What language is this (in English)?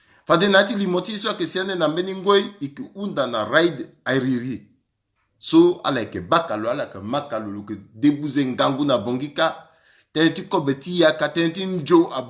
Sango